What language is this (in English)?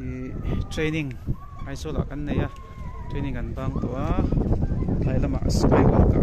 Mizo